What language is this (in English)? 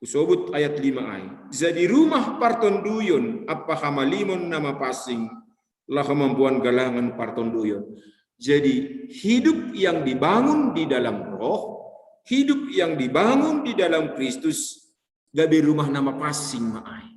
Batak Simalungun